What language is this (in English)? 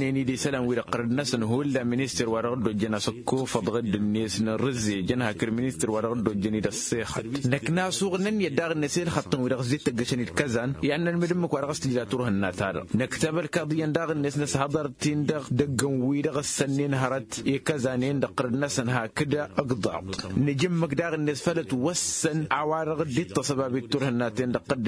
Tamasheq